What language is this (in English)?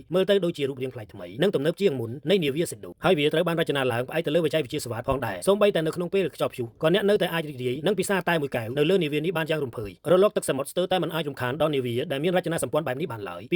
Khmer